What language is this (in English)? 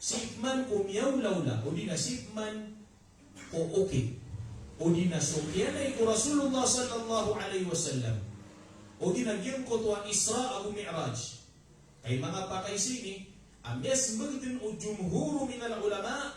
Maranao